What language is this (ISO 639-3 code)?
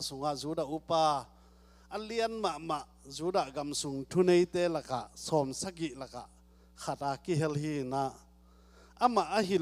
ctd